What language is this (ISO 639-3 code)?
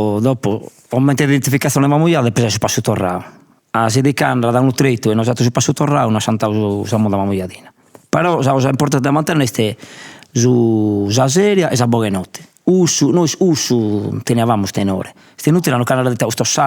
srd